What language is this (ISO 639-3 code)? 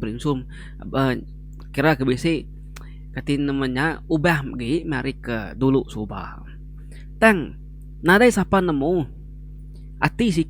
iba